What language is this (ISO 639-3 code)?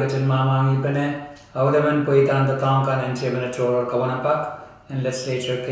pon